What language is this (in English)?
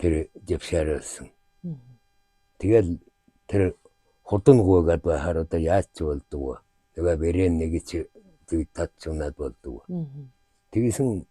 Mongolian